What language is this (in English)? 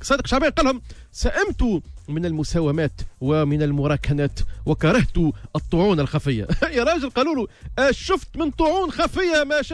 Tunisian Arabic